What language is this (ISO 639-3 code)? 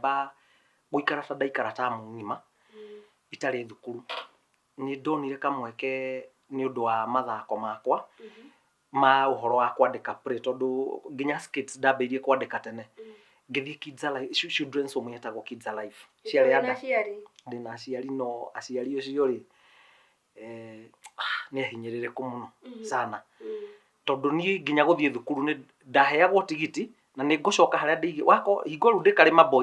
kik